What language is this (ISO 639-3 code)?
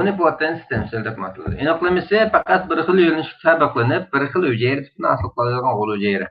uig